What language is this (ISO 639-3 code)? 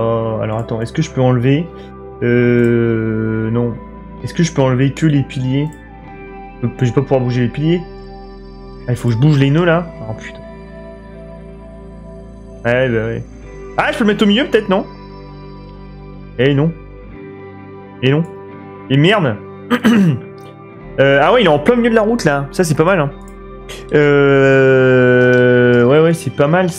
fra